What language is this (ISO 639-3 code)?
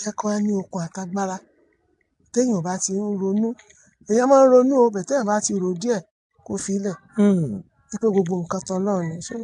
yor